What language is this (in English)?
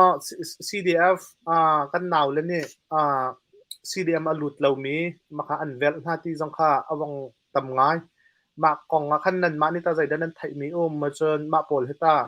Hakha Chin